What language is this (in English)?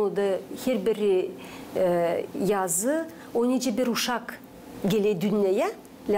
Gagauz